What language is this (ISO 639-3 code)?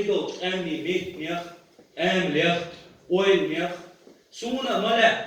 che